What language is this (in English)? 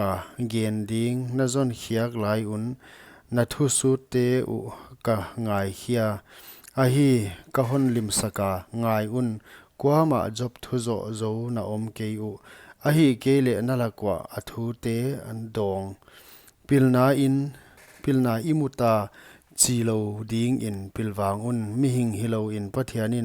Paite Chin